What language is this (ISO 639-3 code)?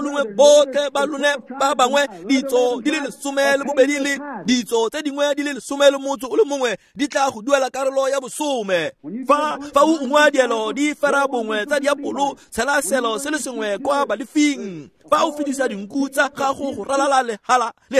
tsn